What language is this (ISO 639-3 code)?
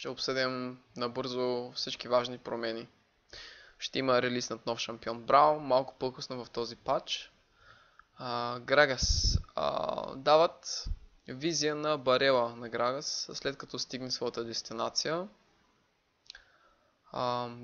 bul